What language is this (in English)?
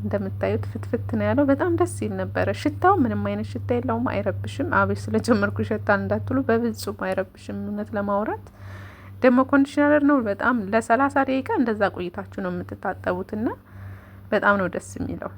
Amharic